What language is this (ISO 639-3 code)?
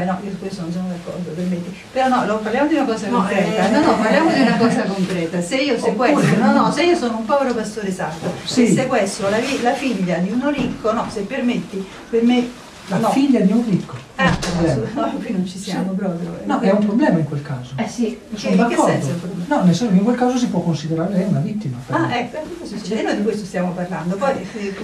ita